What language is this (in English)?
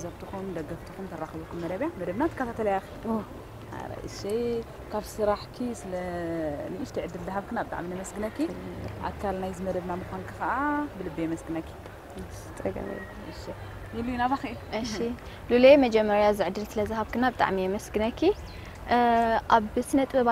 Tigrinya